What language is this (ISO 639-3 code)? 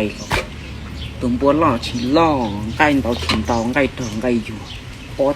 hmn